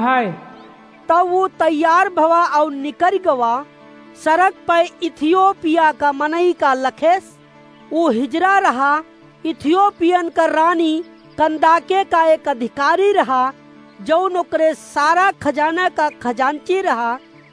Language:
Awadhi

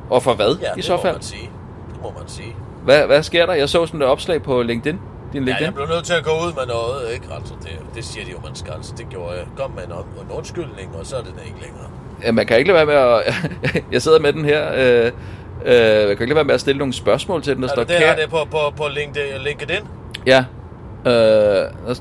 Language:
Danish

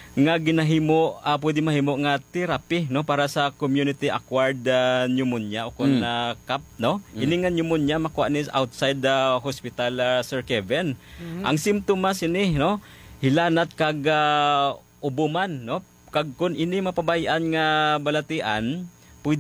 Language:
Hiligaynon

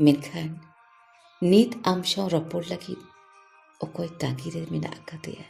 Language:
Santali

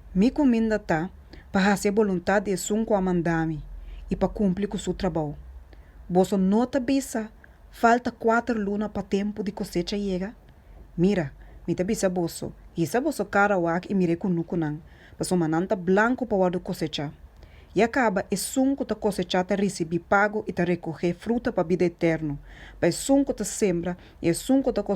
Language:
Papiamento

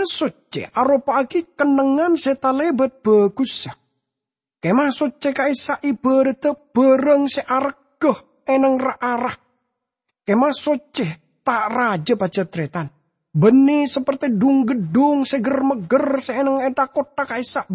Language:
Madurese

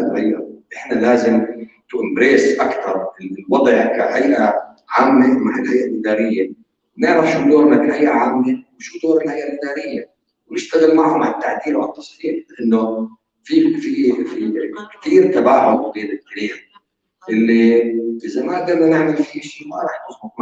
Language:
North Levantine Arabic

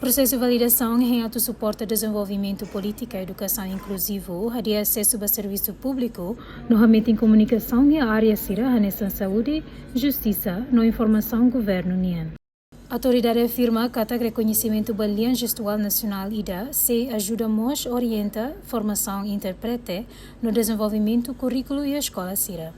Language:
Tetum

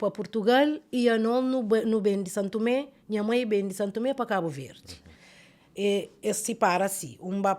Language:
Kabuverdianu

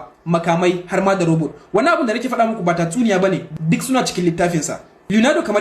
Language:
Hausa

